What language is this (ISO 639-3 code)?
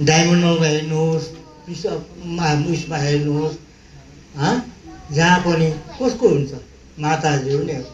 nep